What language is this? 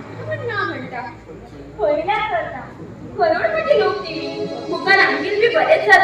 Konkani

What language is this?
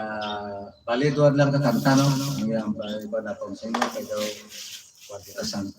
Hiligaynon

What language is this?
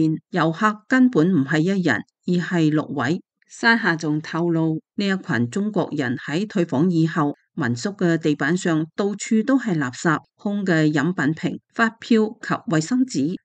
Cantonese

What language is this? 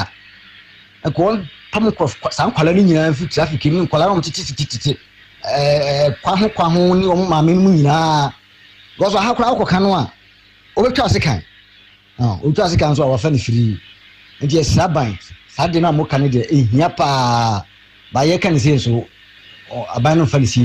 Akan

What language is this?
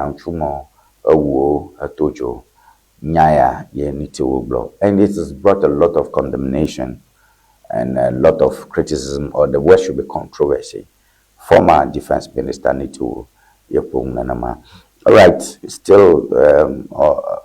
Ewe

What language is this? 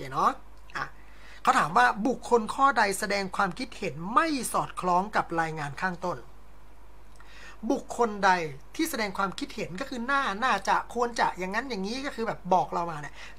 Thai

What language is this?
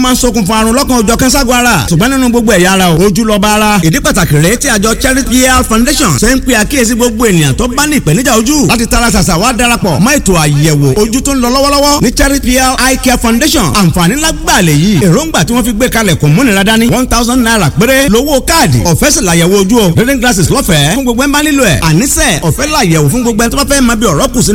Yoruba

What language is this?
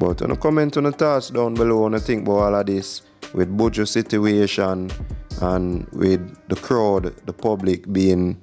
Jamaican Creole English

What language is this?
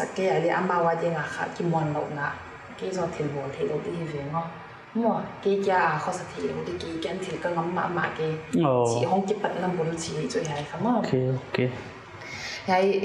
Paite Chin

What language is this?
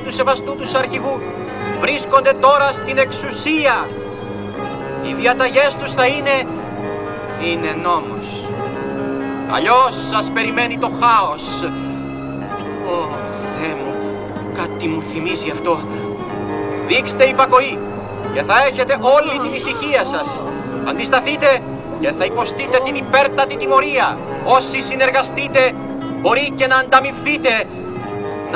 Greek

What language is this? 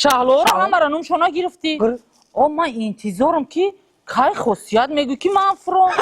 Tajik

